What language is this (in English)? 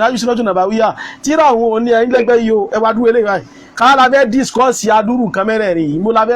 Yoruba